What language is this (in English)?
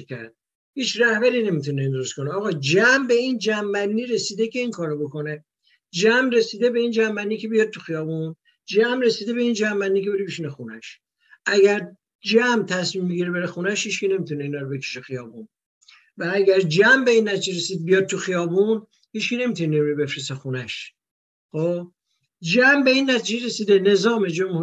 Persian